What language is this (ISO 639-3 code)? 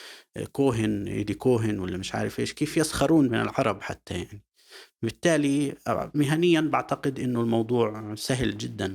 apc